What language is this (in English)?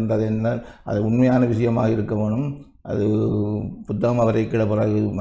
Tamil